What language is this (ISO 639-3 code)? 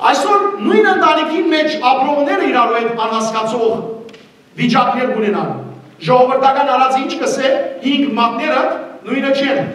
hyw